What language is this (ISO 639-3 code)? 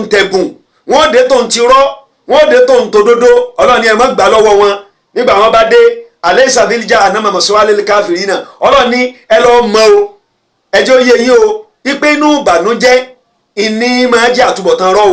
yor